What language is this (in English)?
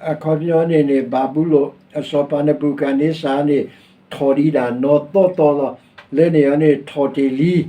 S'gaw Karen